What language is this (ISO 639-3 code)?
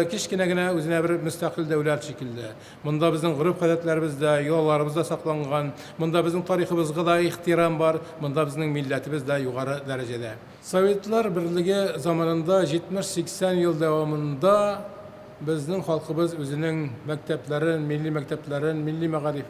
tat